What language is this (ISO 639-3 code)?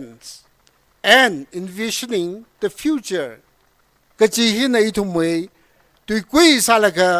nmf